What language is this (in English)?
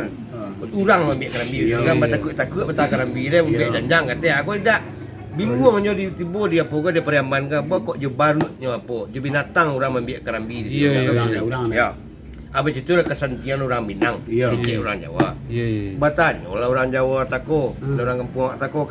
Minangkabau